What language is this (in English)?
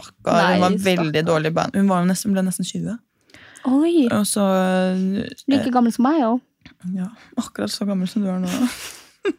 Norwegian